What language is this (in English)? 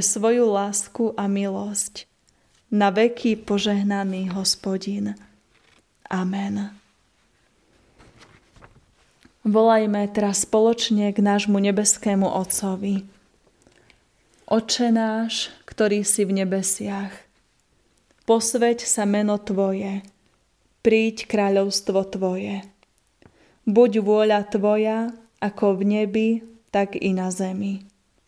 Slovak